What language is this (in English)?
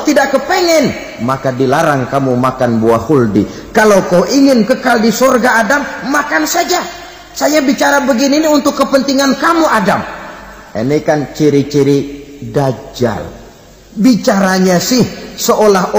Indonesian